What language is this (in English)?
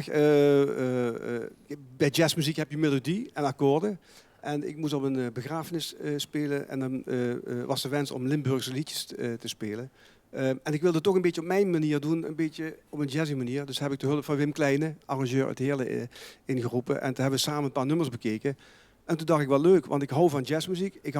Limburgish